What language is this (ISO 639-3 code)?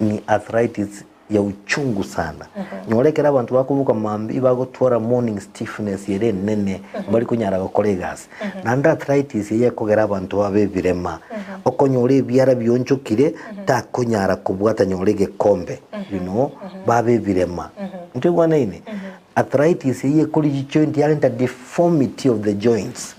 guz